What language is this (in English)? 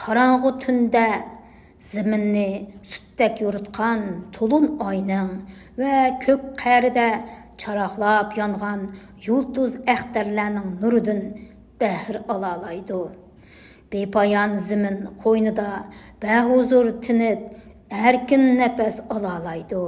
Uyghur